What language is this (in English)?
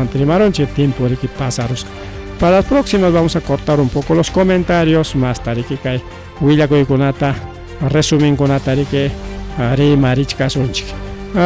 Ayacucho Quechua